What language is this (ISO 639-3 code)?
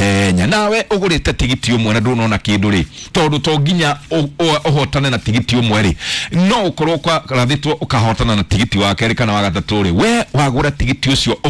kik